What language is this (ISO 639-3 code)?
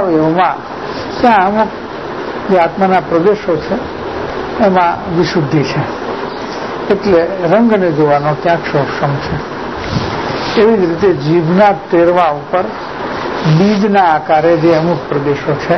guj